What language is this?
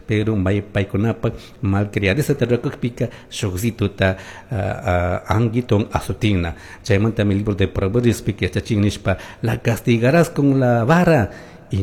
Chimborazo Highland Quichua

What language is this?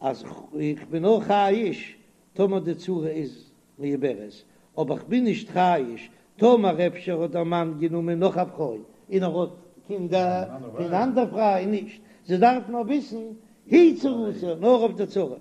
Yiddish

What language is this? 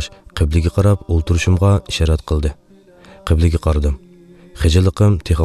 Uyghur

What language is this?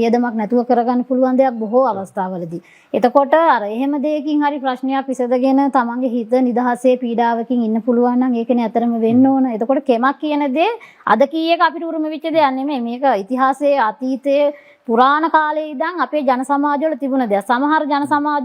Sinhala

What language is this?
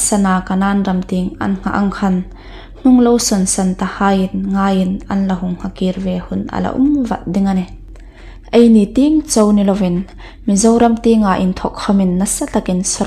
Hmar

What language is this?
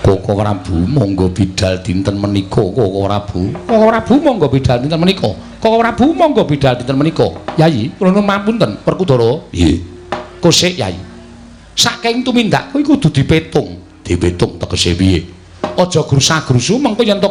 Javanese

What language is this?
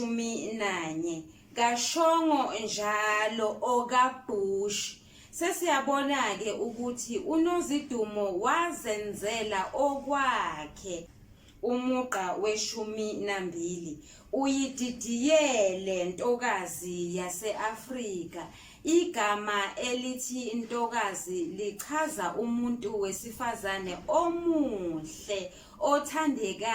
Zulu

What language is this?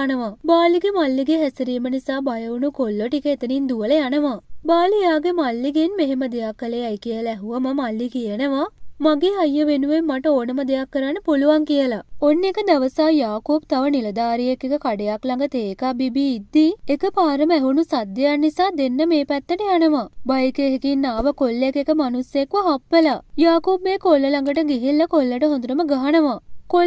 Sinhala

